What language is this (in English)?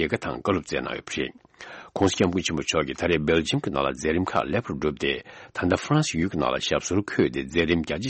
Tibetan